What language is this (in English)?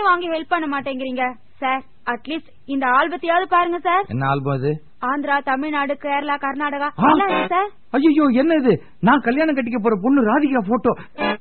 Tamil